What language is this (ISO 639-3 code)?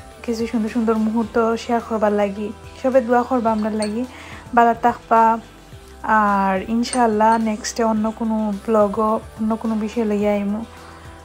syl